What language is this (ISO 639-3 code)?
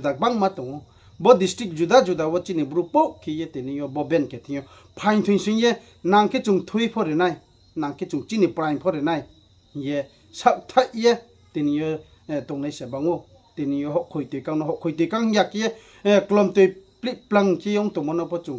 ria